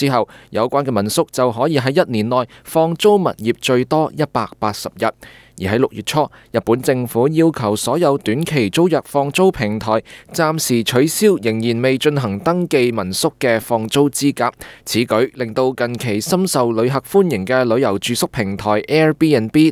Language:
Cantonese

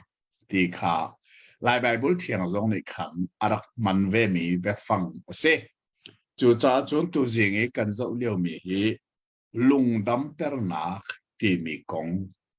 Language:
Hakha Chin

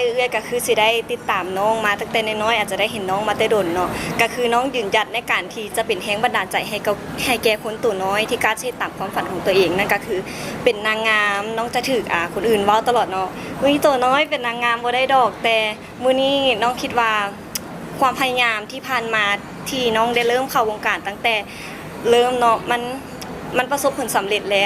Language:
Lao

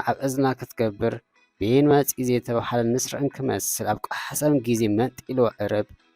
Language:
Tigrinya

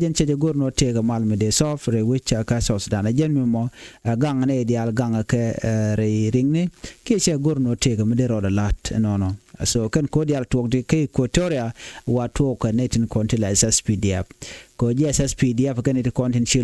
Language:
Nuer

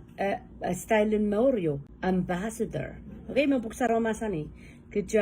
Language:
Pohnpeian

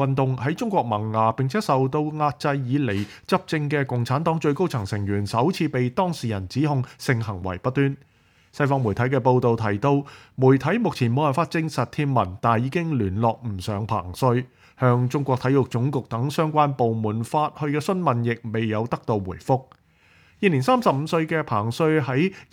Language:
Cantonese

